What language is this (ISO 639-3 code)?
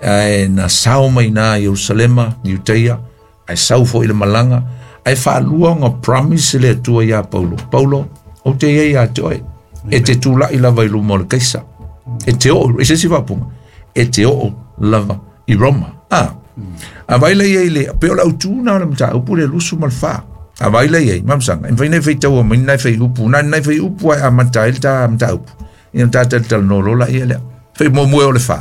smo